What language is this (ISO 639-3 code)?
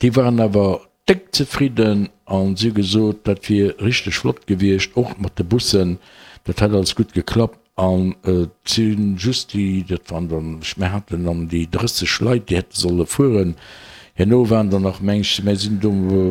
ltz